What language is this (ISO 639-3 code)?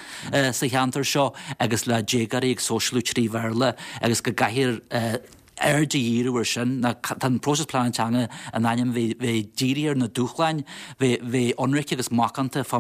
gle